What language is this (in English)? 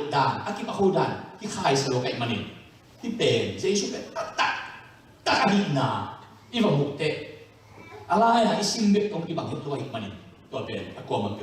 Tedim Chin